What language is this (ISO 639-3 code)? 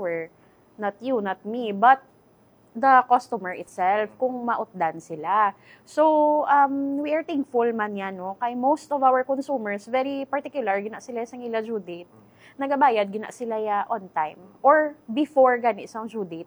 hil